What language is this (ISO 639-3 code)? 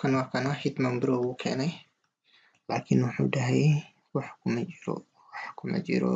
som